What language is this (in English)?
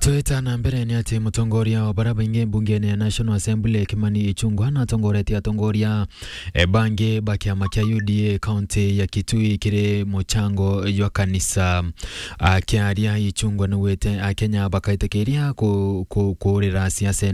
Meru